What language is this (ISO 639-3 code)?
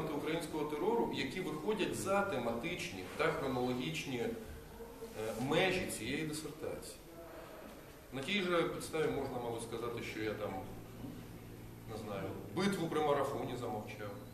ukr